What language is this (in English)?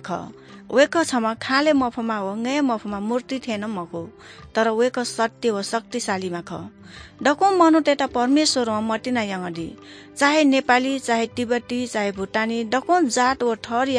Newari